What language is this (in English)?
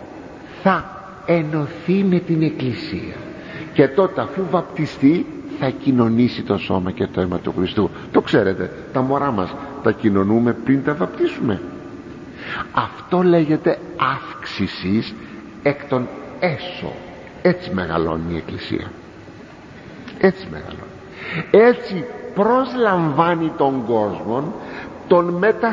Greek